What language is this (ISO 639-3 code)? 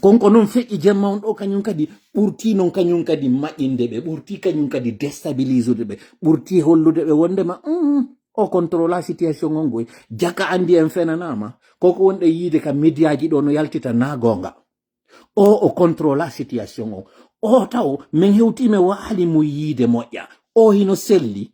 fuf